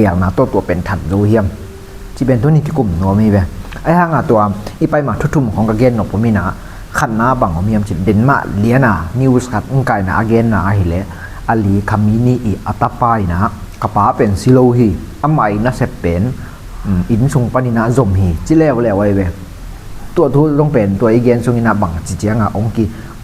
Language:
Tedim Chin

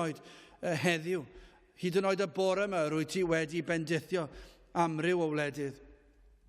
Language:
Welsh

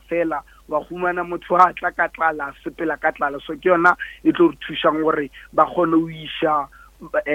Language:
Northern Sotho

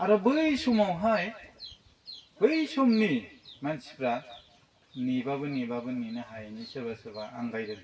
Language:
Bodo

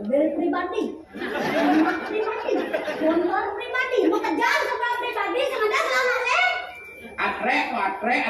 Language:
Balinese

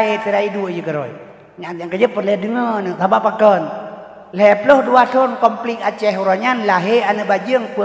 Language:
Achinese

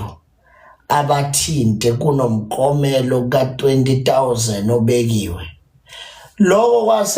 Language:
Zulu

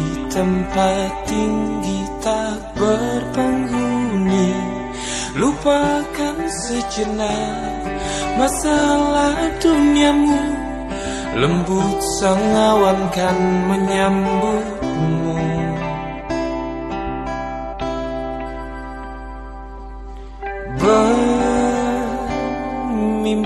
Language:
Indonesian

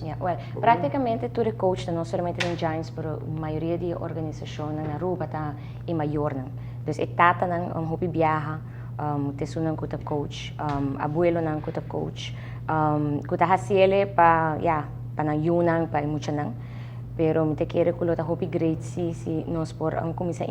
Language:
Papiamento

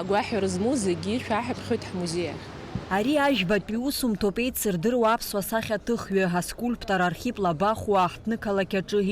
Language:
Abkhazian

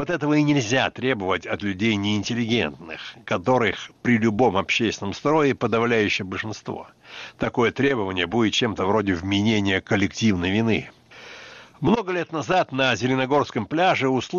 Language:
Russian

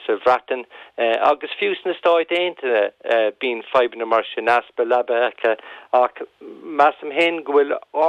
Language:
Irish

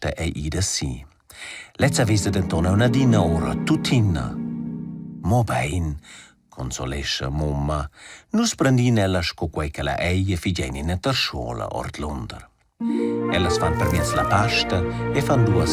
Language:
Romansh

